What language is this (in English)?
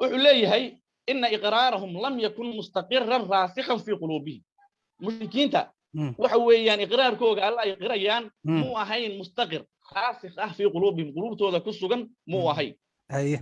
Somali